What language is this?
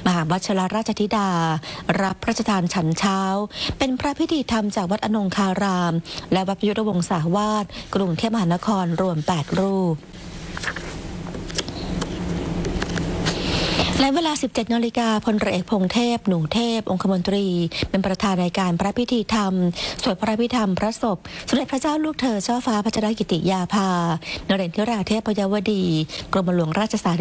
Thai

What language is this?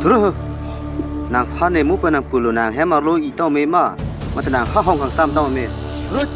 Karbi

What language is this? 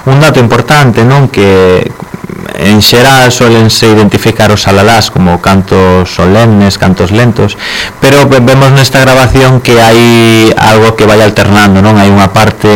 Galician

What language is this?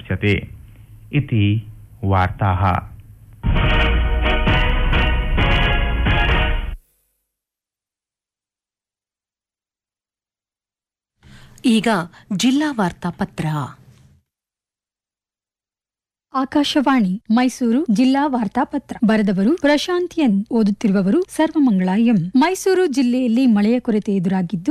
Kannada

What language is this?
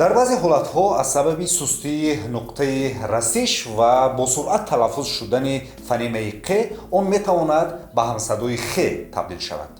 Tajik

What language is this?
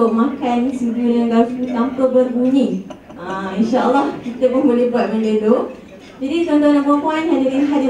Malay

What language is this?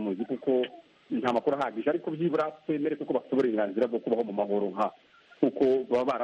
Kinyarwanda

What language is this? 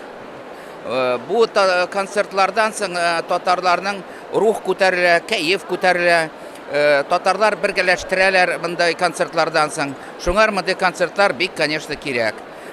Tatar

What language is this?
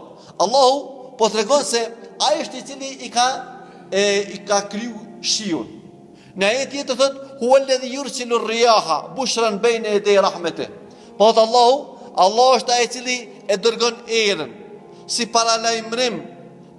Albanian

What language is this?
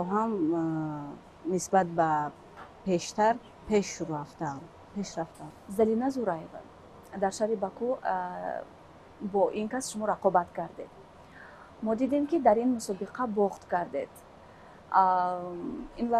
Tajik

